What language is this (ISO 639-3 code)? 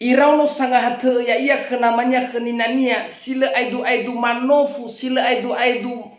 nia